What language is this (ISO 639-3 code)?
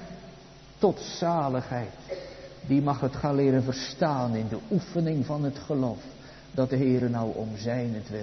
nld